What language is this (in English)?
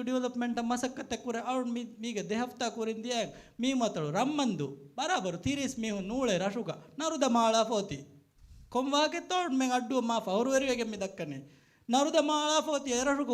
Divehi